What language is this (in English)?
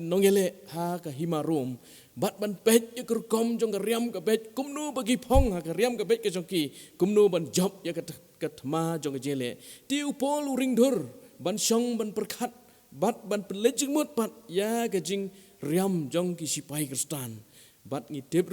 Khasi